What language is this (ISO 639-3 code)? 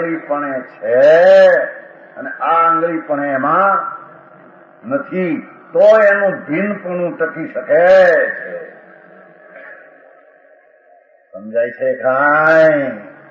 guj